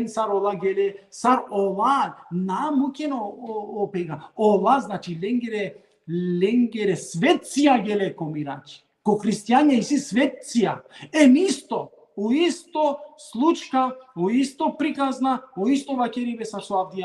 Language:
Balkan Romani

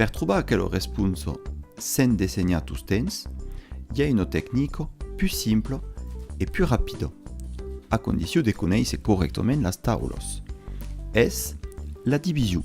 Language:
Occitan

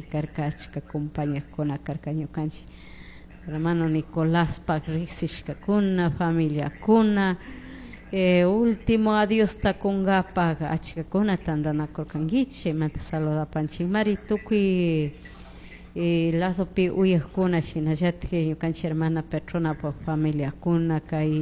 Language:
Chimborazo Highland Quichua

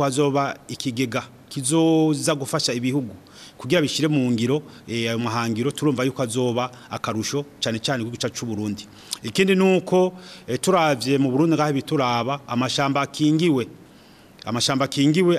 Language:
Rundi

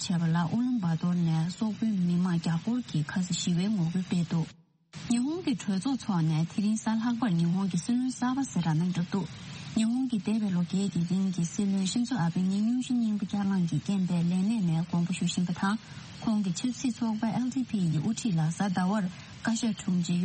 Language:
Tibetan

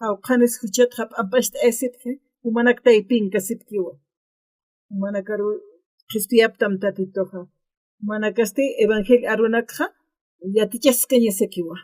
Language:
Aymara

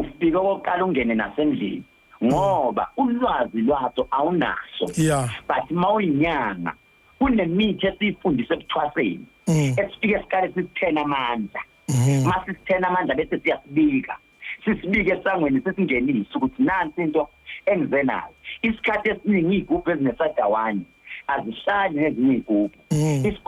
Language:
Zulu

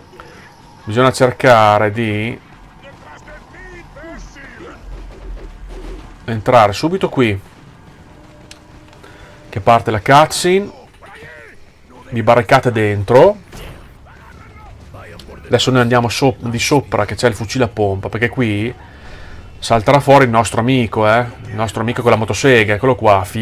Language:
Italian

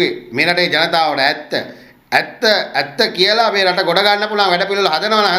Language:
Sinhala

